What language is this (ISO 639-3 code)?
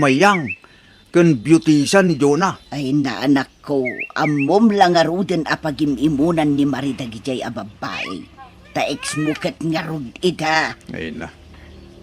ilo